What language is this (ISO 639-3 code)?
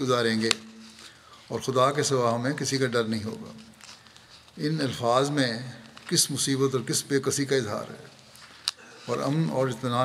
urd